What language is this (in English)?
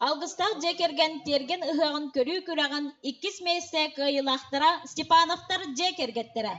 Yakut